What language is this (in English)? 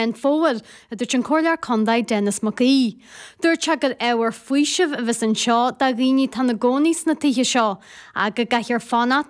Irish